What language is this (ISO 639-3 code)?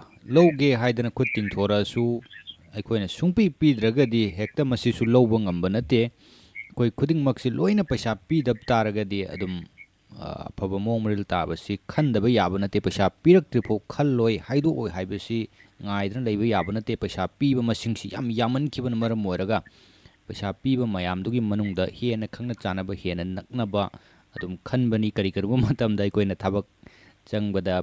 mni